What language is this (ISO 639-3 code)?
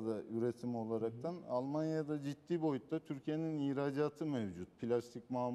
tur